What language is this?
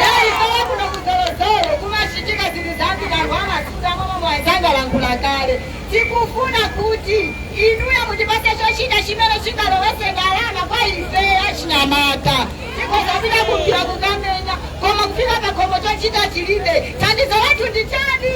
Nyanja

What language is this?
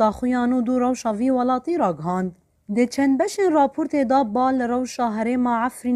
Kurdish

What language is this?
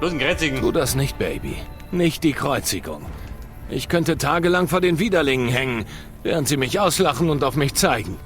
Bavarian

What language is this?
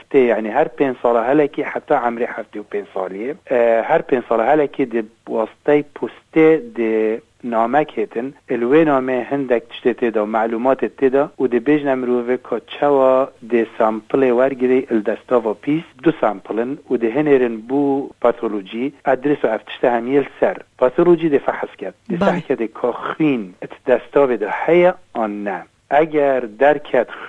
Kurdish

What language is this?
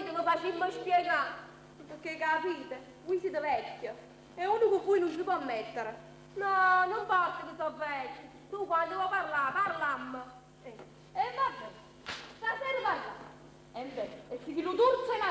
Neapolitan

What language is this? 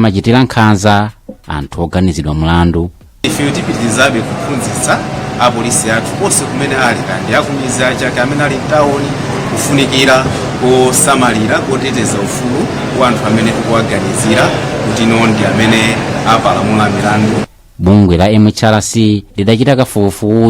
Nyanja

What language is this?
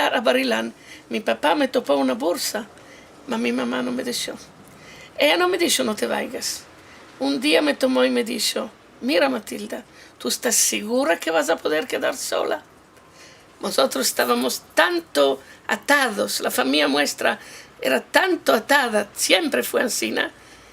Ladino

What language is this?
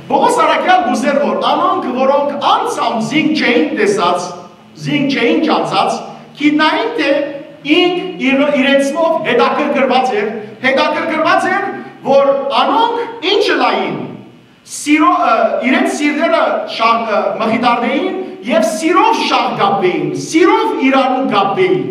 Western Armenian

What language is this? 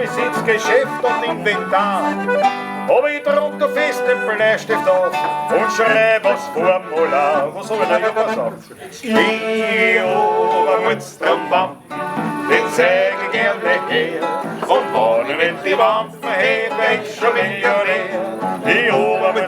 Bavarian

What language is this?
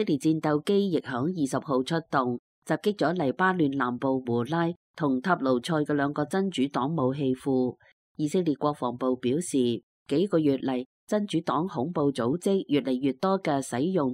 Cantonese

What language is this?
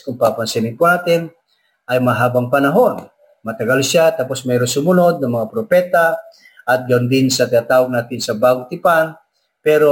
Filipino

